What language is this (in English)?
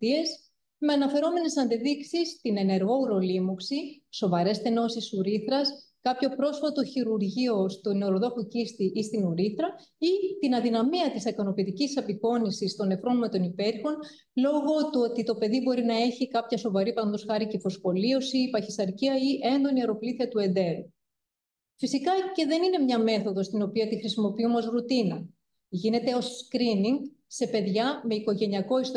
Greek